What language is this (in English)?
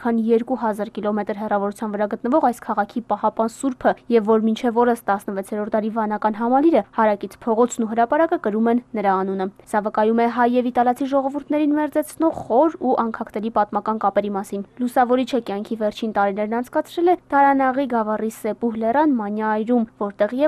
Armenian